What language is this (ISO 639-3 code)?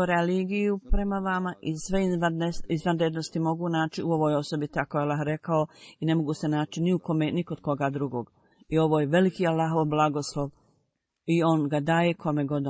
bos